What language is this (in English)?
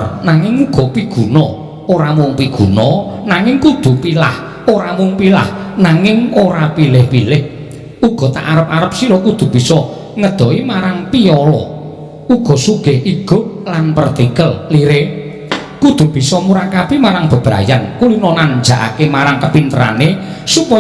Javanese